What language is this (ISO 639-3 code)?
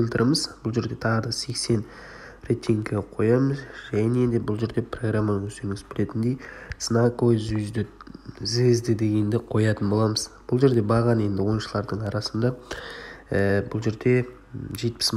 kaz